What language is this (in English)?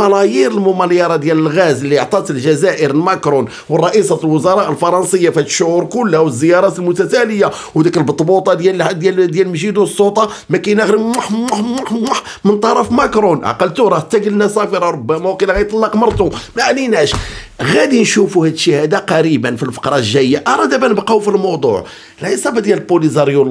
Moroccan Arabic